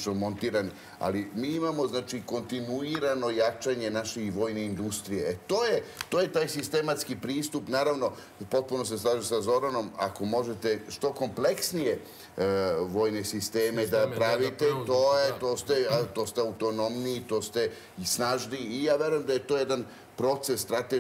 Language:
Serbian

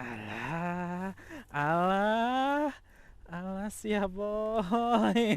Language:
Sundanese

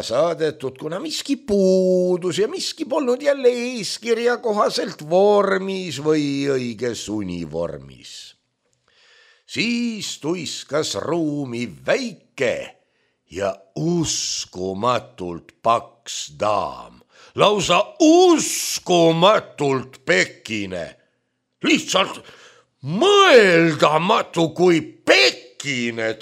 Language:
Estonian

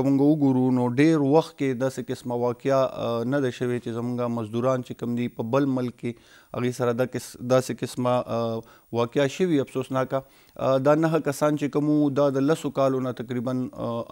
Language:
Pashto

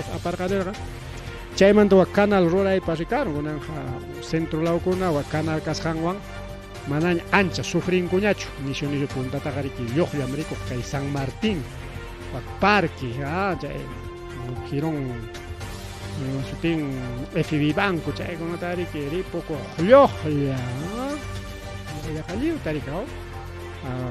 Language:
Ayacucho Quechua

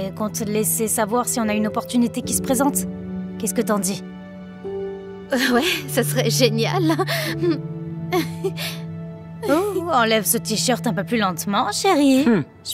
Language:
French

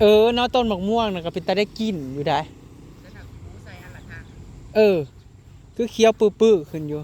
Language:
Northeastern Thai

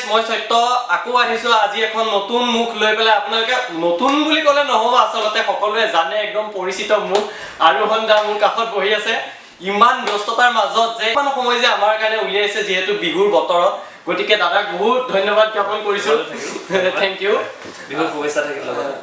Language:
Assamese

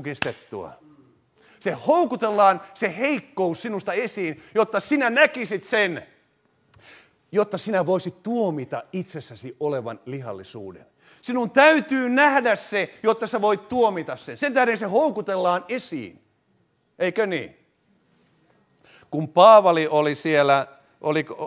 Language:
Finnish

